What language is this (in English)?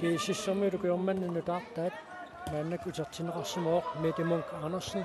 Kalaallisut